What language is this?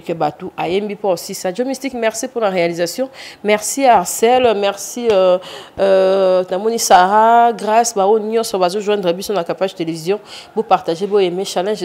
Lingala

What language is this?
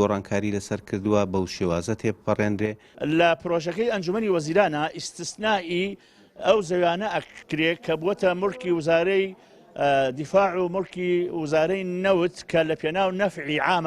Central Kurdish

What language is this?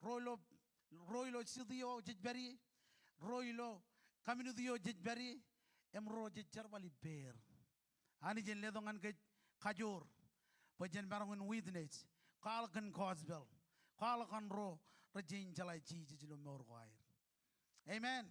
Marshallese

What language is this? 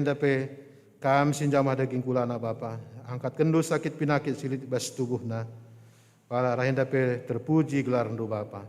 Batak Karo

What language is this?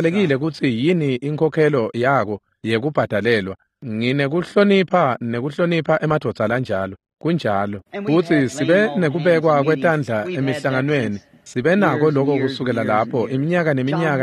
Swati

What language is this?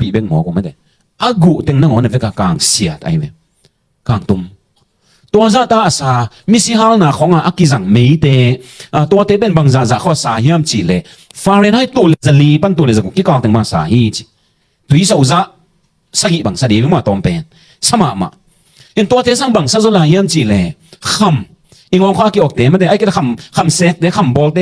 Tedim Chin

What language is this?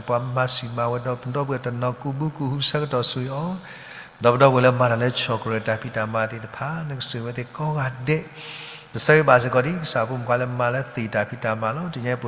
S'gaw Karen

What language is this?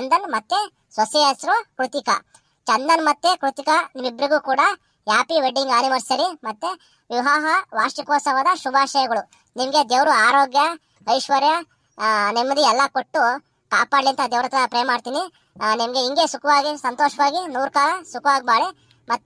Kannada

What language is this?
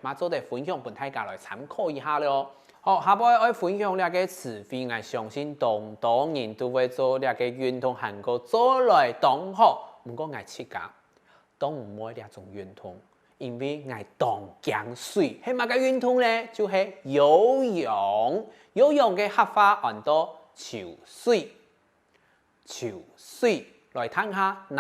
Hakka Chinese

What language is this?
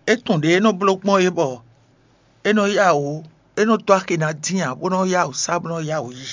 Fon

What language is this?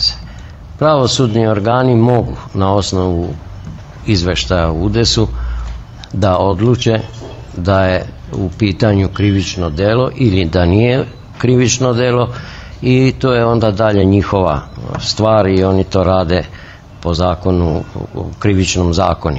Serbian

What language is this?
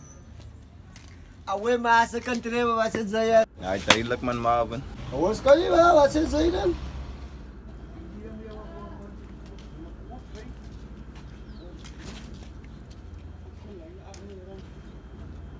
Afrikaans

